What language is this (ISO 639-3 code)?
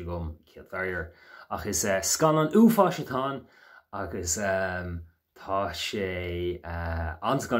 gle